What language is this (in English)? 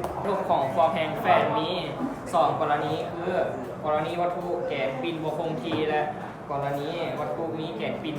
Lao